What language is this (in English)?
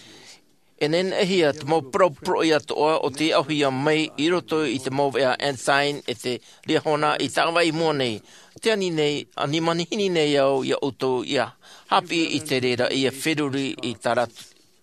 Tahitian